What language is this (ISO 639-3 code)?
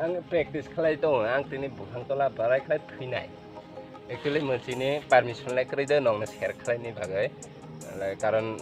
trp